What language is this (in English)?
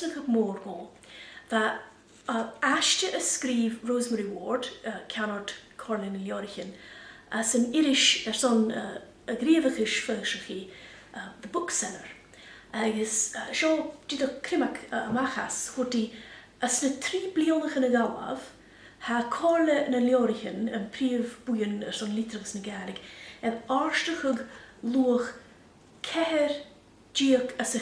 Scottish Gaelic